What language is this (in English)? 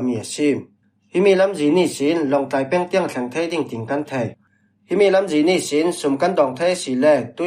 Falam Chin